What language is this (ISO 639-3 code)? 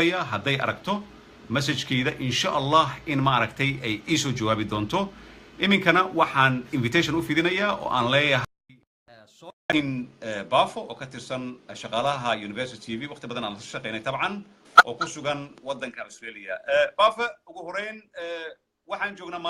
som